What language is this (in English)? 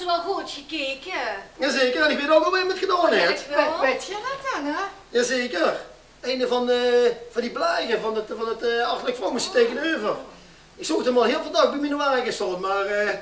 Limburgish